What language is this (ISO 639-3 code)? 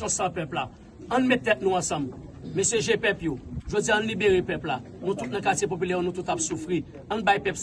hat